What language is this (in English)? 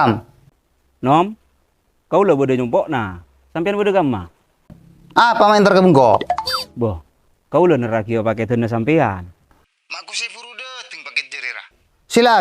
Madurese